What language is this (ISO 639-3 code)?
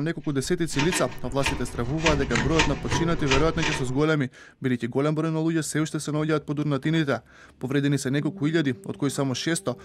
mkd